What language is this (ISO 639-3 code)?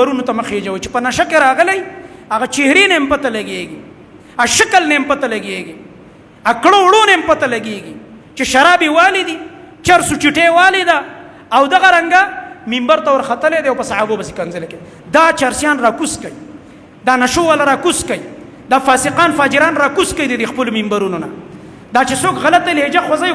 pus